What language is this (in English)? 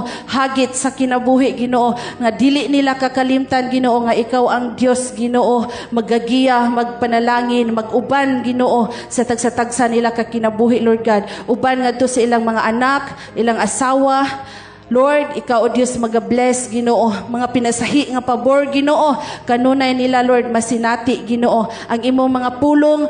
Cebuano